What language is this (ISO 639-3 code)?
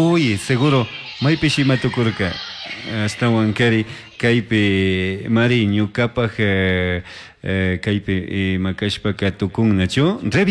qug